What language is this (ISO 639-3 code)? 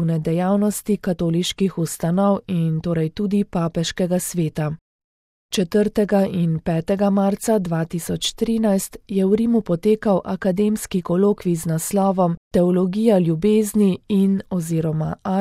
slv